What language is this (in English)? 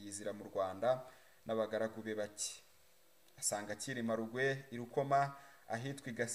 Kinyarwanda